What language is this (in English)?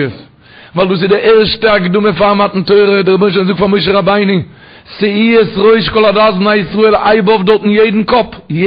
Yiddish